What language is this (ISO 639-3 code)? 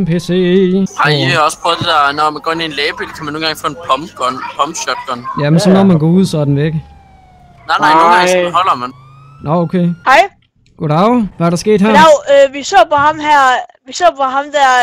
dan